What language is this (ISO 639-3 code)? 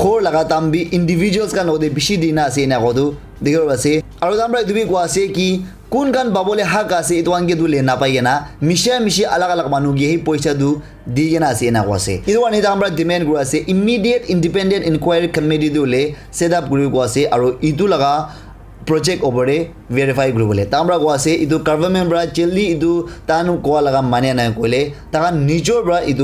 nag